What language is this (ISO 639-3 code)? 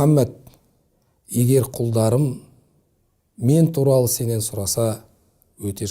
kaz